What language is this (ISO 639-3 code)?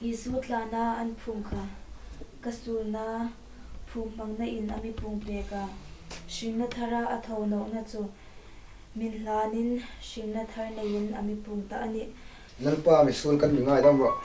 hmr